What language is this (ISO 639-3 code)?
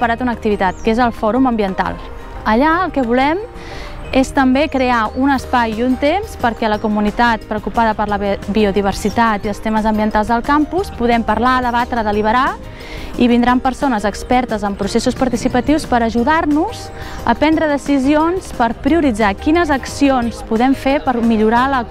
cat